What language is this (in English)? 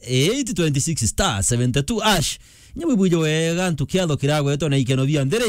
Meru